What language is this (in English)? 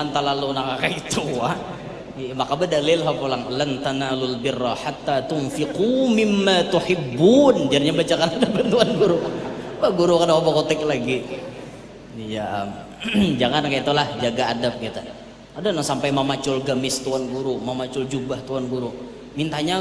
Banjar